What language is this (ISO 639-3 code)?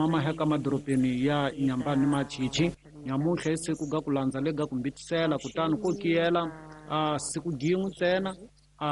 tso